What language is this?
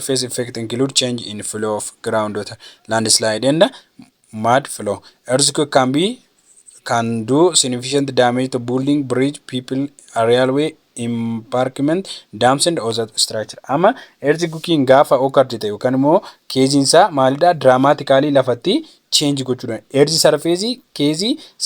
Oromo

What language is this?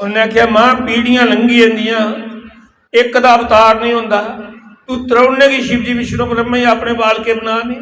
Dogri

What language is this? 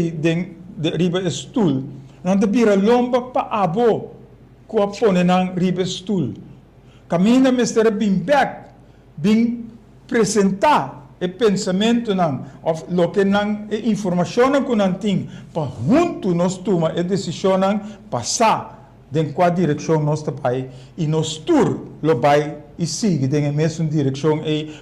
Papiamento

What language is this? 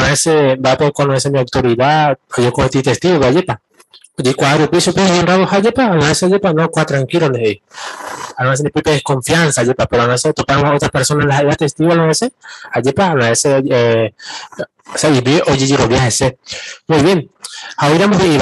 Guarani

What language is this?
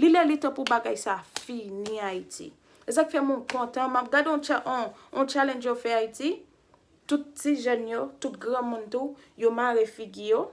Haitian Creole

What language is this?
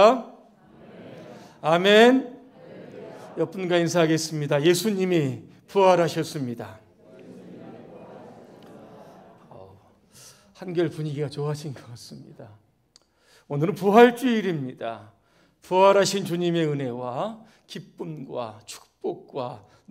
Korean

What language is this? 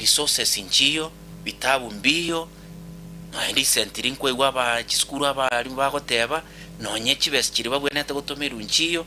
Gusii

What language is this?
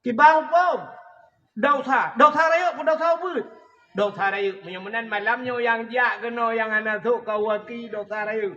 Achinese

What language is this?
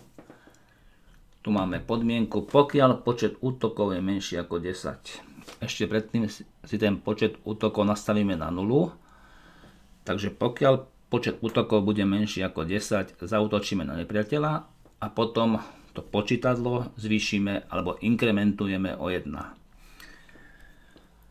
Slovak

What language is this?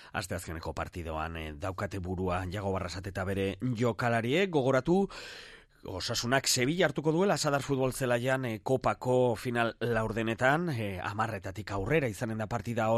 Basque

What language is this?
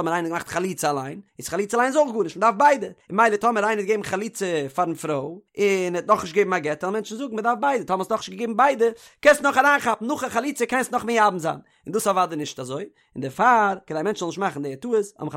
Yiddish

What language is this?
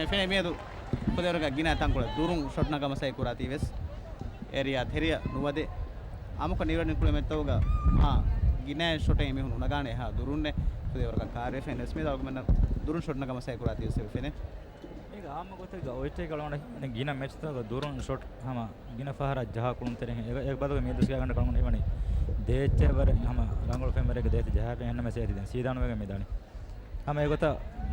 Divehi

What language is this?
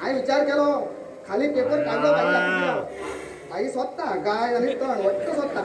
Konkani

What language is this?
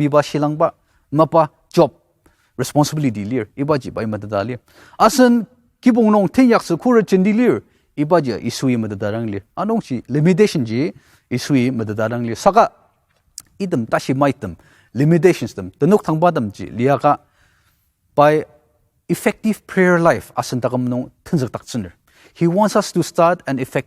Ao Naga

